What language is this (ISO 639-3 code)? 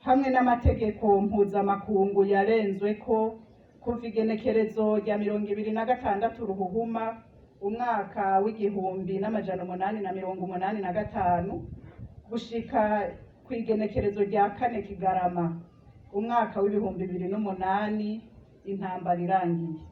run